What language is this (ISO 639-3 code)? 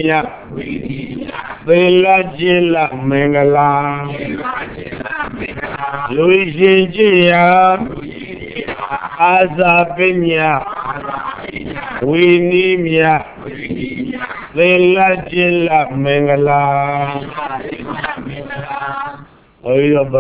mya